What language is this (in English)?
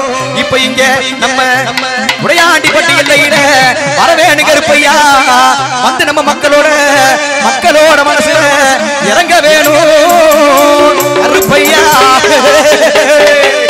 Tamil